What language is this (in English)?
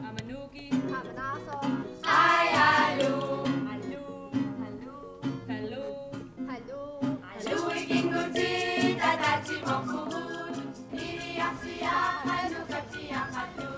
Kalaallisut